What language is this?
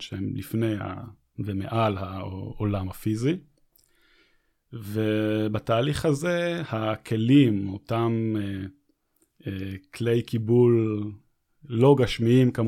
Hebrew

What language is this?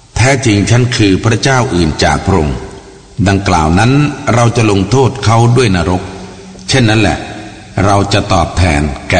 Thai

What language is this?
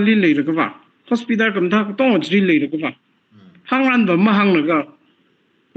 Tangkhul Naga (India)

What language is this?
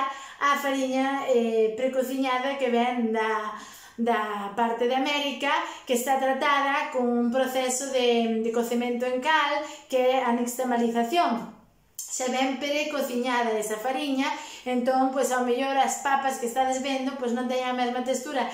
Galician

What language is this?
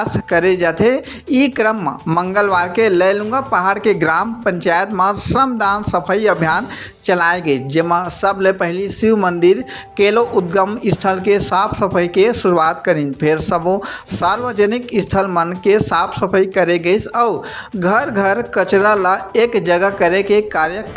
Chhattisgarhi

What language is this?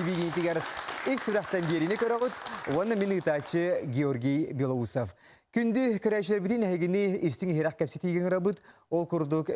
Yakut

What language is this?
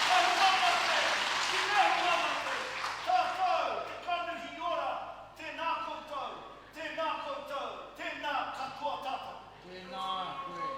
Māori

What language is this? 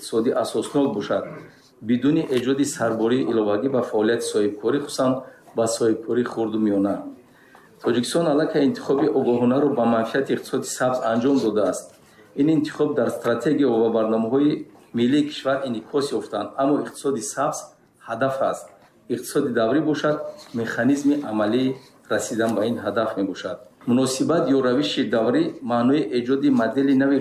Tajik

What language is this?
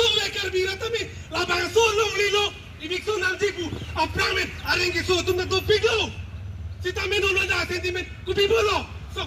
Karbi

